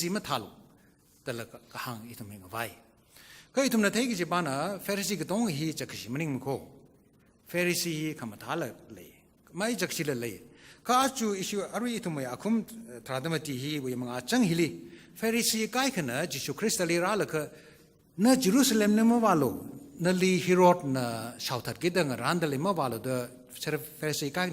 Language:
Tangkhul Naga (India)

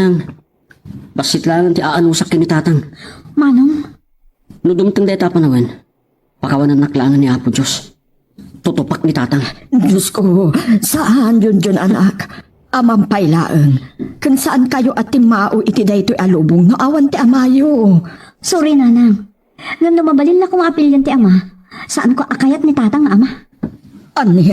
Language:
Iloko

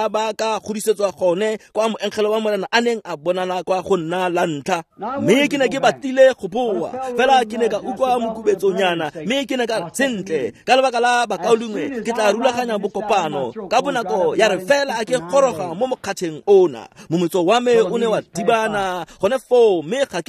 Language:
Tswana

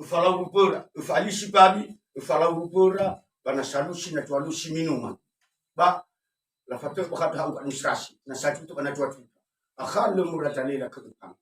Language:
Nias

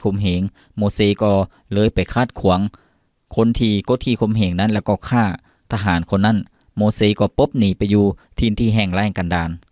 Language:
Lao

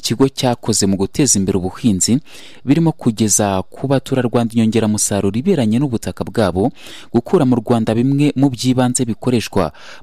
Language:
Kinyarwanda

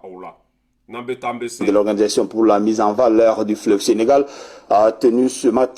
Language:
Bambara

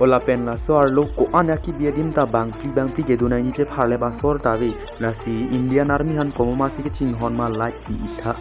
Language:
Karbi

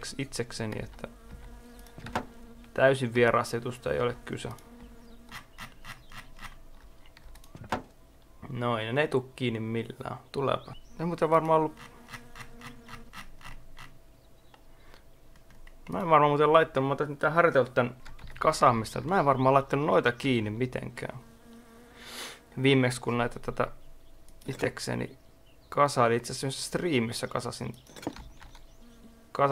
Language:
Finnish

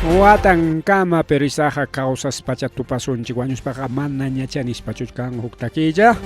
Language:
Ayacucho Quechua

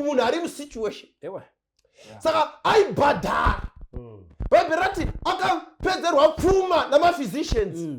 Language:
Shona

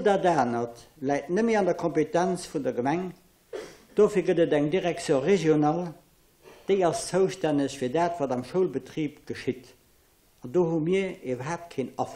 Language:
Luxembourgish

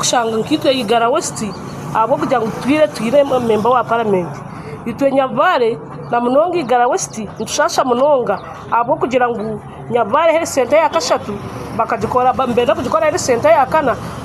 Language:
Nyankole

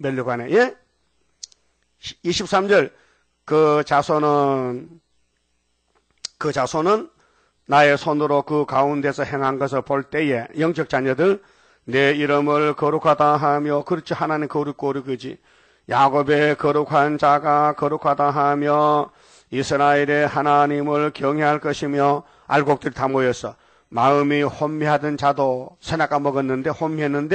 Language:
Korean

